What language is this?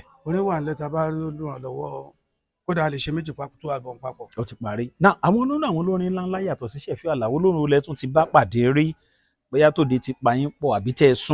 Yoruba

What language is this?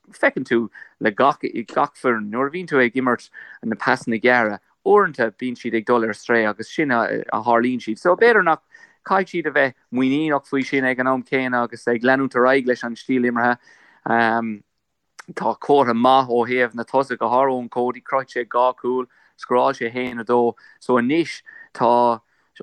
Irish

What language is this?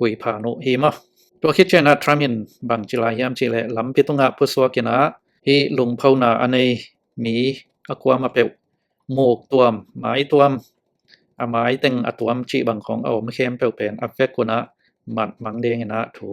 Tedim Chin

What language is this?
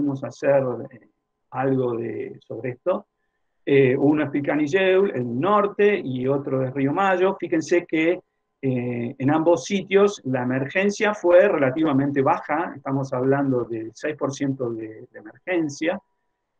Spanish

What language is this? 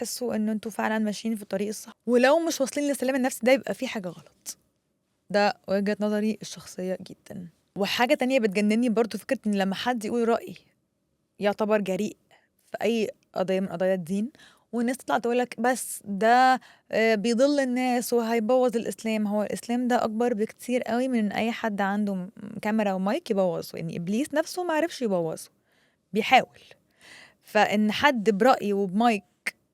Egyptian Arabic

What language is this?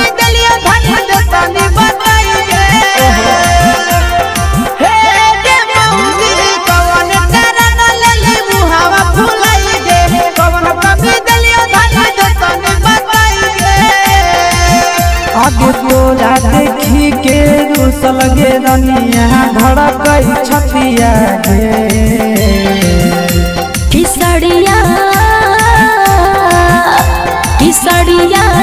Bhojpuri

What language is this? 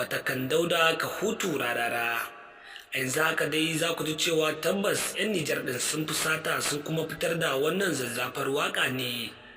Hausa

